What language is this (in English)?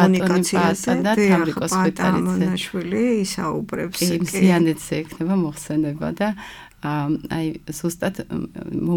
Georgian